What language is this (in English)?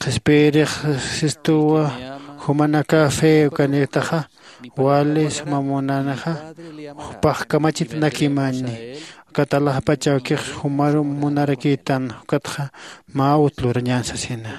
Aymara